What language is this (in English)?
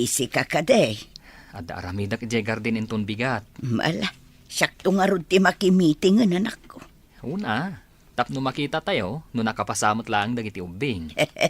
Iloko